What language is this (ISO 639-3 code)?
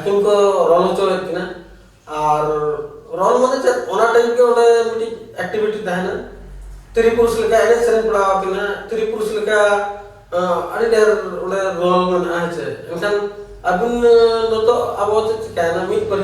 sat